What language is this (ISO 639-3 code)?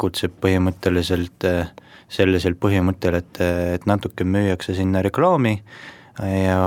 est